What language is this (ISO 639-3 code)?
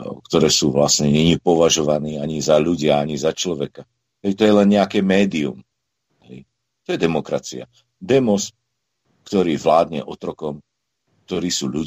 slk